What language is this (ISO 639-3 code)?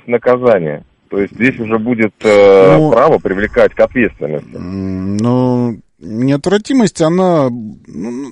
rus